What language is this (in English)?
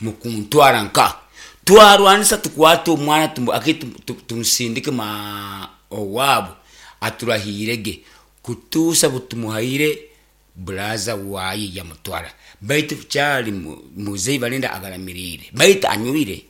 Nyoro